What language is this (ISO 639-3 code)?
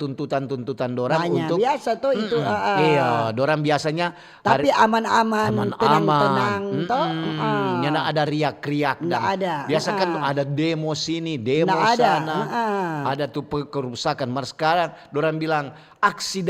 xmm